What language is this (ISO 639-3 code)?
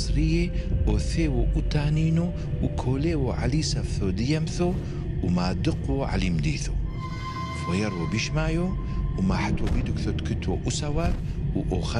tru